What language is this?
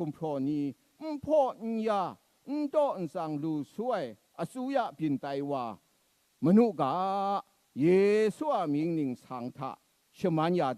Kachin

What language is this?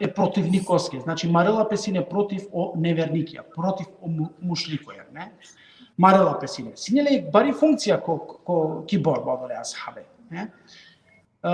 Balkan Romani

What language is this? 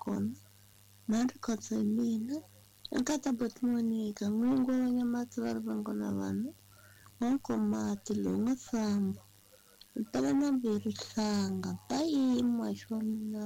Tsonga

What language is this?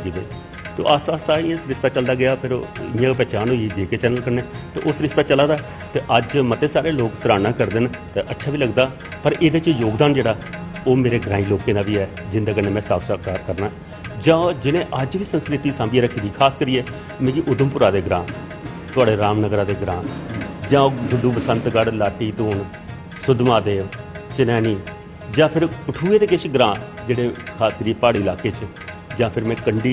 Dogri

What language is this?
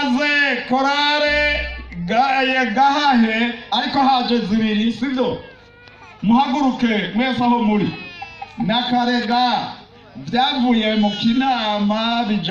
Rundi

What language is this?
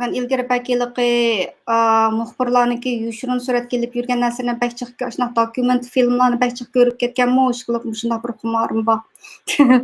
Uyghur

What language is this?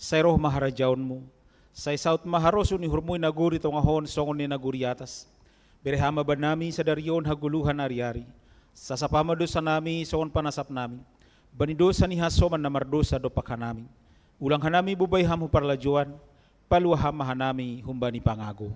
Batak Simalungun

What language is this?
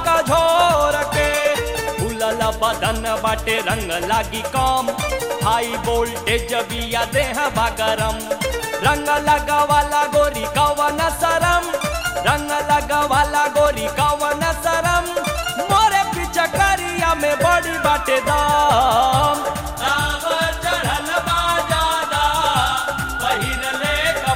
Bhojpuri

